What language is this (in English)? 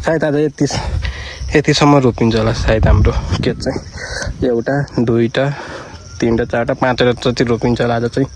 Nepali